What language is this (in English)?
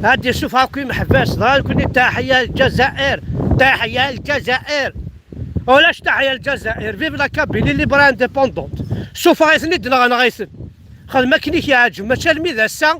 Kabyle